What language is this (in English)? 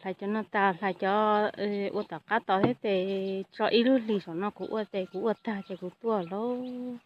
Hmong